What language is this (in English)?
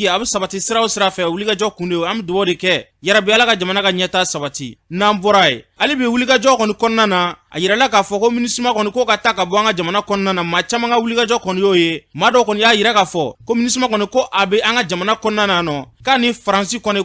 Bambara